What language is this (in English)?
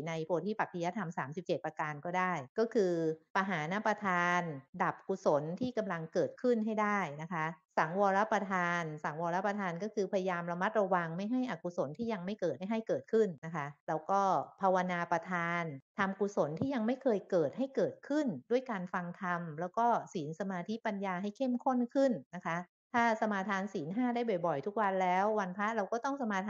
Thai